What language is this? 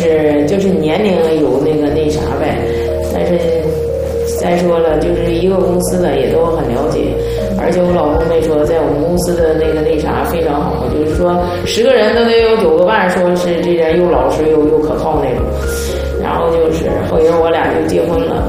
Chinese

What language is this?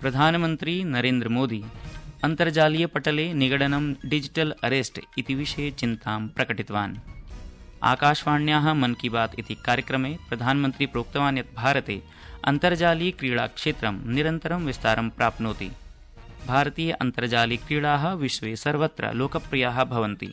Sanskrit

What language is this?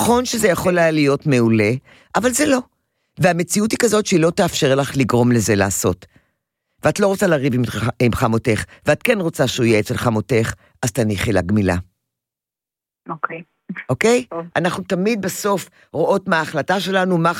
Hebrew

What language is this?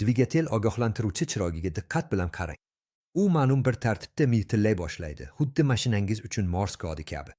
Uzbek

